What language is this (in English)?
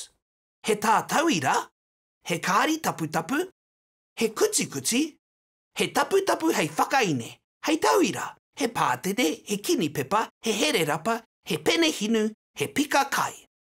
Māori